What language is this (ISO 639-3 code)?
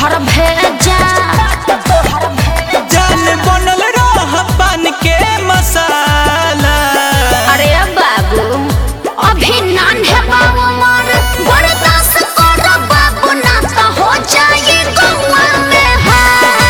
bho